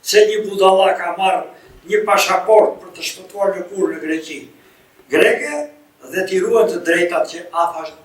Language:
Albanian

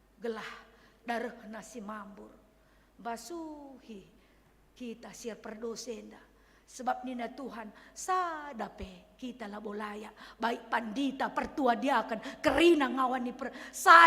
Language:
Batak Karo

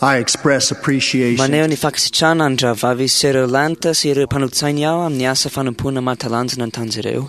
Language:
Malagasy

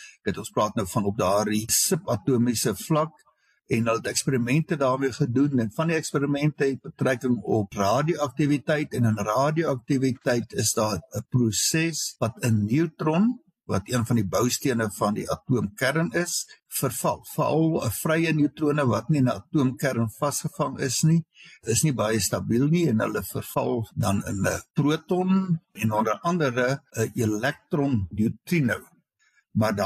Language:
Afrikaans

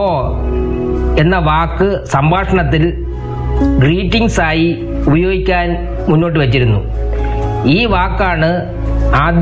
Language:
Malayalam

